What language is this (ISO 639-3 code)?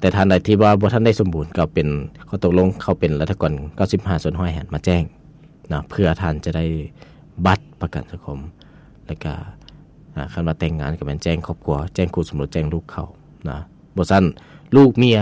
lao